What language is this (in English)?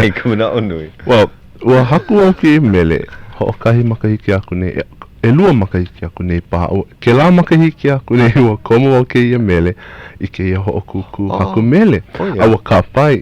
Hawaiian